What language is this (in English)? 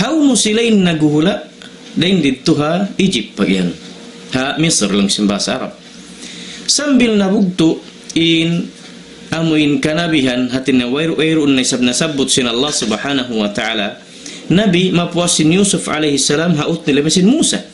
Tausug